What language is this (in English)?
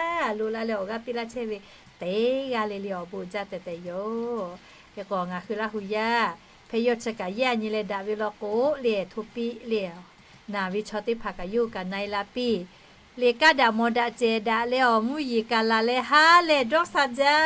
Lahu